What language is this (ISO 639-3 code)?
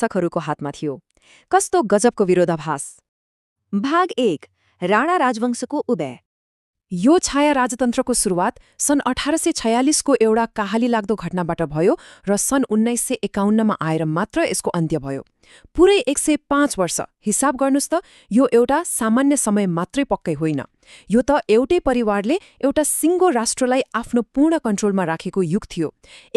nep